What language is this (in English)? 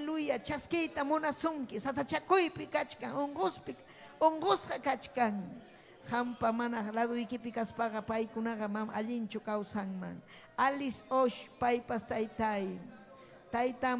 Ayacucho Quechua